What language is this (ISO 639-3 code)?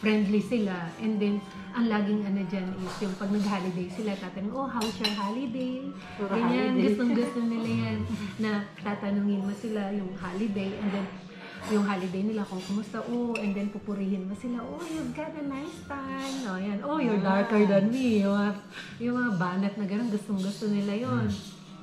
fil